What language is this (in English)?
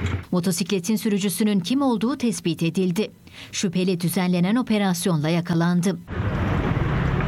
Turkish